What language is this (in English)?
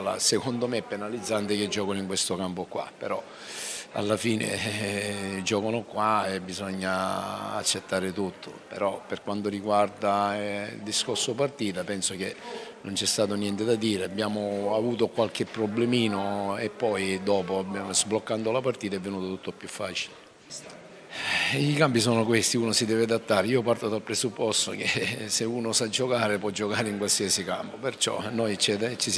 Italian